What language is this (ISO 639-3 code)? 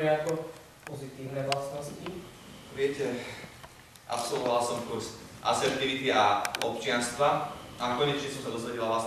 slk